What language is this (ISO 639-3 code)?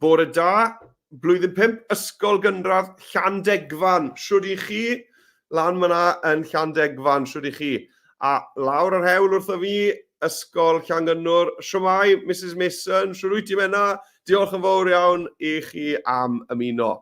cym